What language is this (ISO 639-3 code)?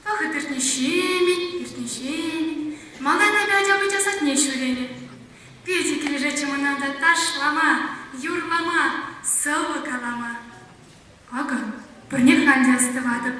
chv